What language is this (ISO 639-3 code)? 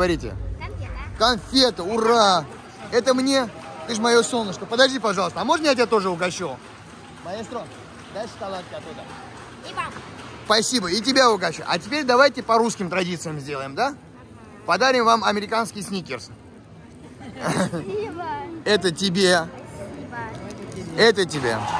rus